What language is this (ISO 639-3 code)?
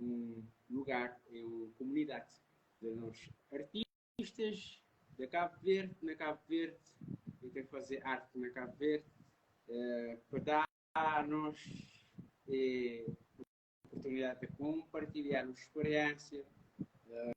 kea